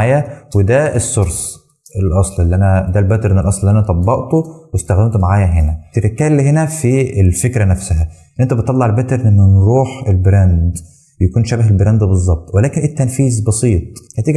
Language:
Egyptian Arabic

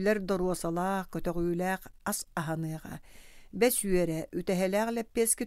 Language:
Yakut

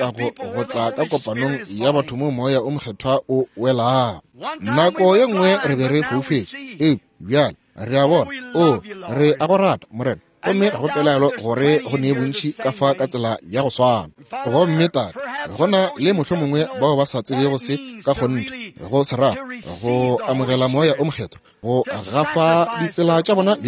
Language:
Northern Sotho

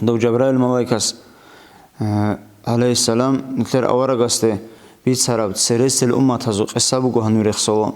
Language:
Avaric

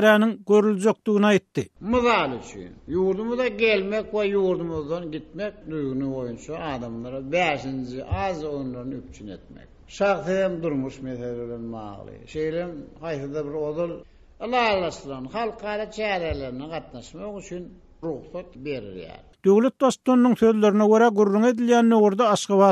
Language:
Turkmen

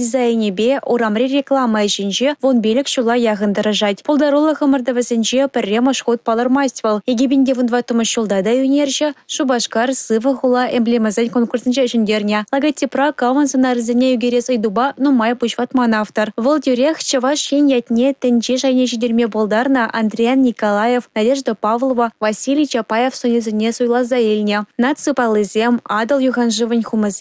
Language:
Chuvash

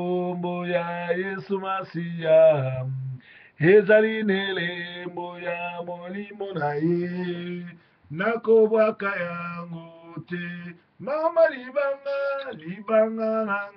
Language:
Lingala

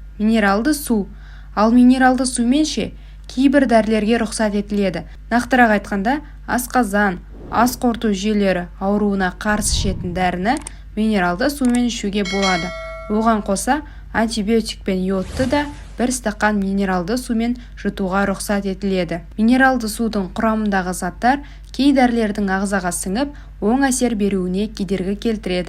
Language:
Kazakh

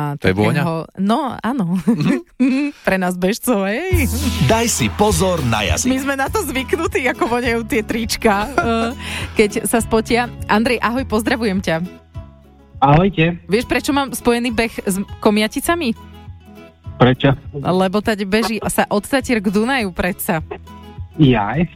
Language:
Slovak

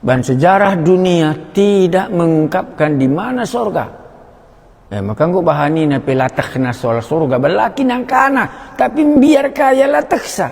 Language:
Batak Karo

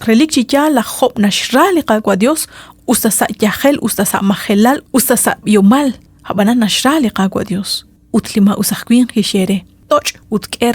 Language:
Kekchí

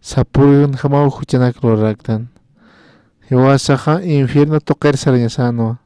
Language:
Aymara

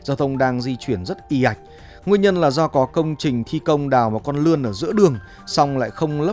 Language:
Vietnamese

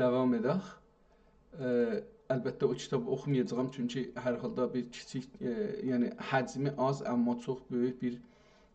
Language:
South Azerbaijani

